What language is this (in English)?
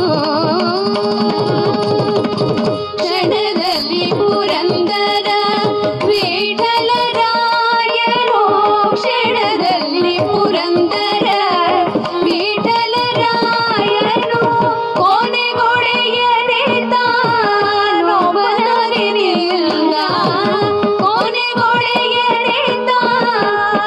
Kannada